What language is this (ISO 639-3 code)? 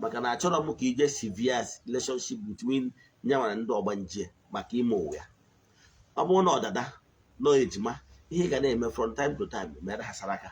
ibo